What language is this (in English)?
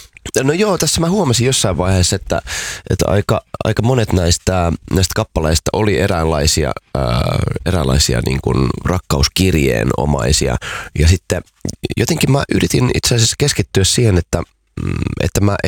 Finnish